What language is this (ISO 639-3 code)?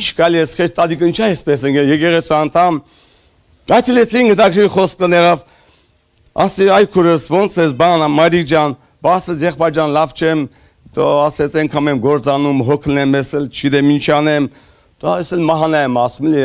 hye